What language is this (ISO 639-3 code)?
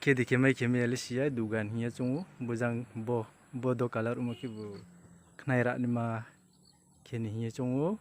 ria